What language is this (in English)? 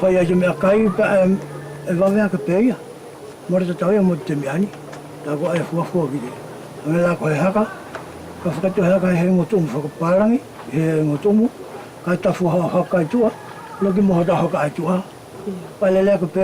Wallisian